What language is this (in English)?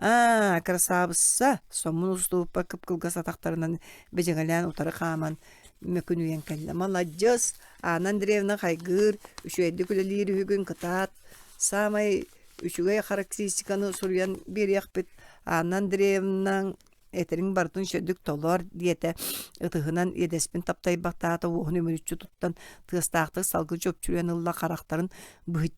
Yakut